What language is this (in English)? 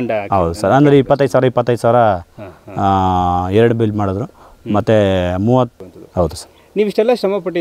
Kannada